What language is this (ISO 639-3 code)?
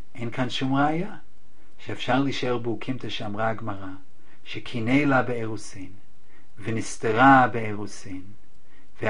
heb